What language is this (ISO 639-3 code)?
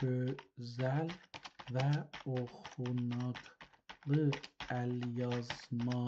azb